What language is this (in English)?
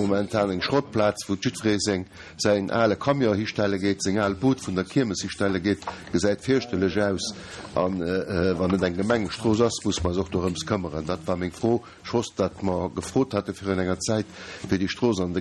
Luxembourgish